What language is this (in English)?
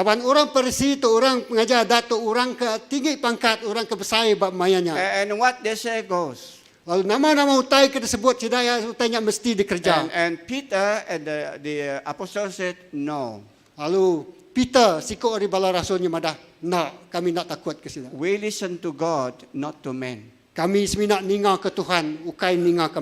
Iban